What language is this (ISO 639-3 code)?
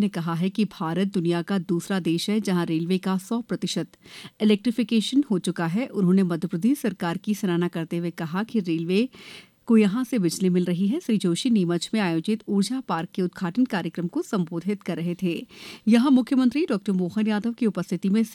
hin